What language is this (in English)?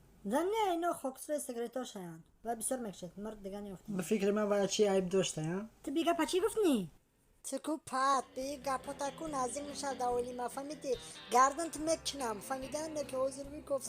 Tajik